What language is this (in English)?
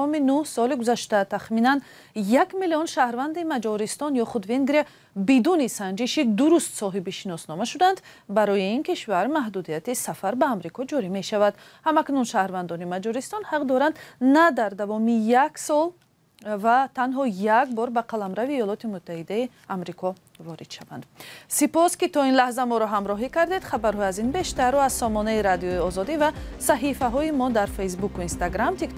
Tajik